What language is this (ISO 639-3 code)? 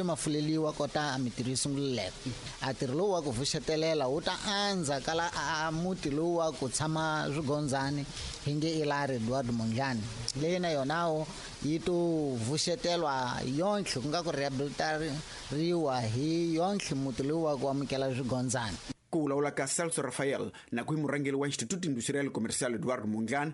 tso